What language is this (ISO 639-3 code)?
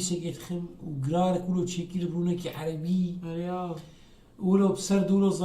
apc